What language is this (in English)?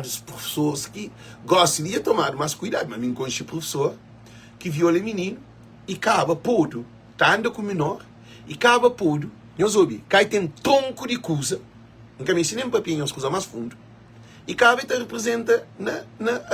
Kabuverdianu